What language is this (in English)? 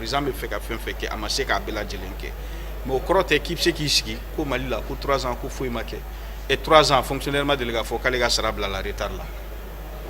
Bambara